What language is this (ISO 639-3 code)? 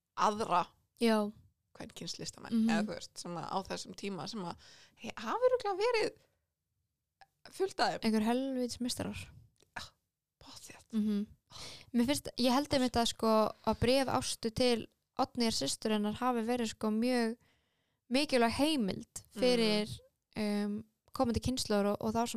isl